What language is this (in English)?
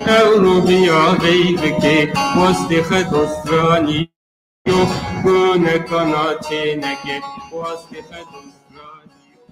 Zaza